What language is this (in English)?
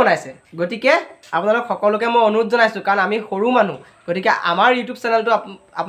Assamese